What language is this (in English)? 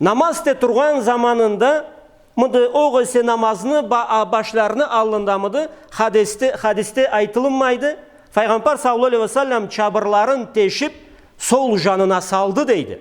Karachay-Balkar